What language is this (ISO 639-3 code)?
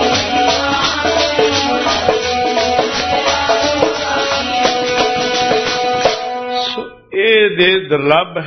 pan